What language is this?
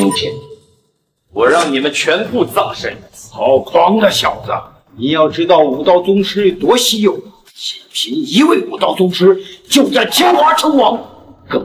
Chinese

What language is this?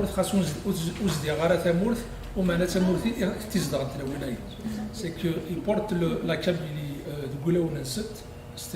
Kabyle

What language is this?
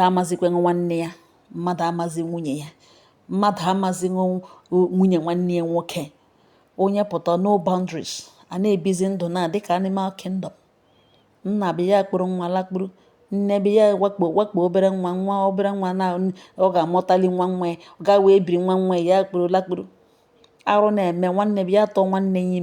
Igbo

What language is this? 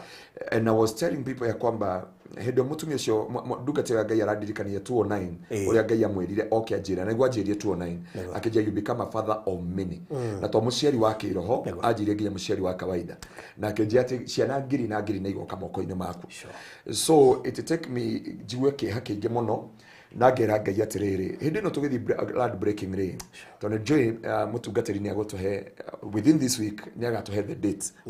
Kikuyu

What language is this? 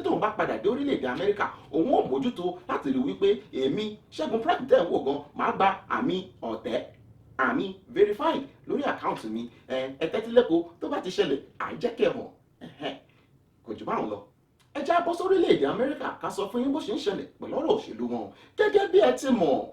Yoruba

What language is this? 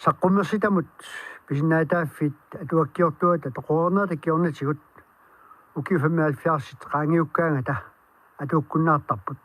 Kalaallisut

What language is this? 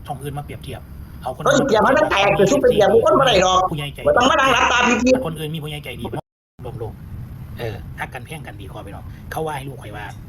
Northeastern Thai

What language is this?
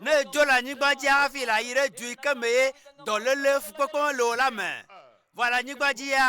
Ewe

